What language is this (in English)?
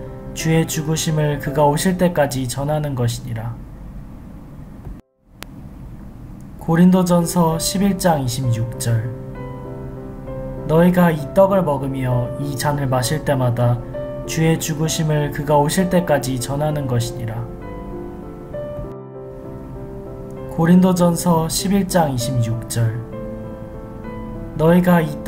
Korean